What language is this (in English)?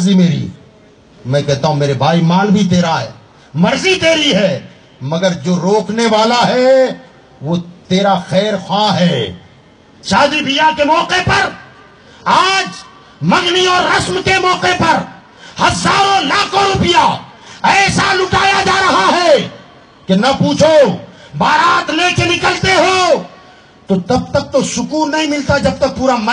Urdu